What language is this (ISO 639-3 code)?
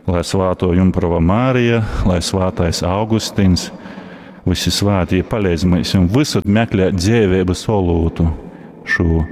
ltg